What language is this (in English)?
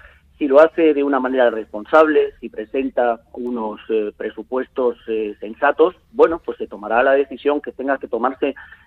Spanish